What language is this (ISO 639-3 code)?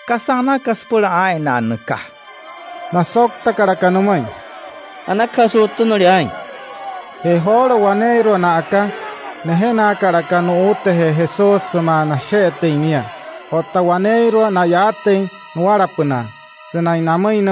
guc